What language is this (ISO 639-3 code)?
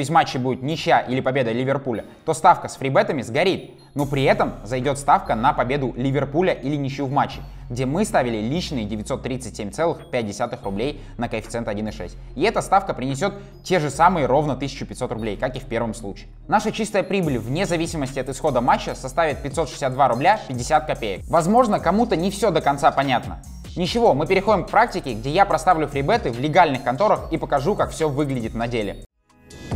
rus